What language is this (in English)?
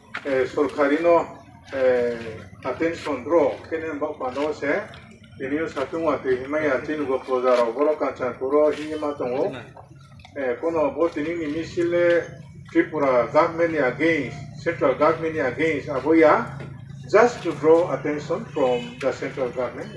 Riang (India)